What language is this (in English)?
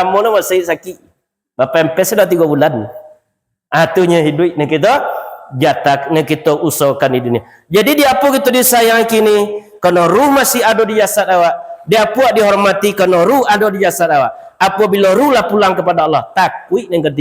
Minangkabau